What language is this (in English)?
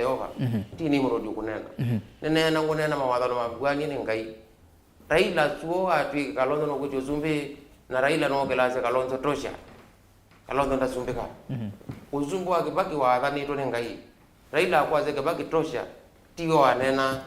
Kamba